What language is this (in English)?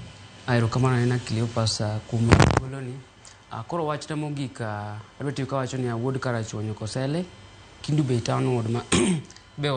Luo (Kenya and Tanzania)